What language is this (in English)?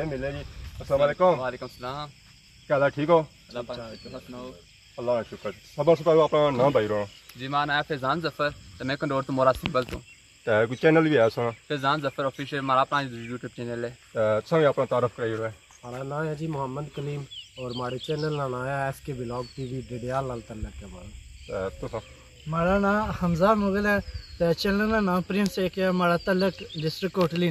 Pahari-Potwari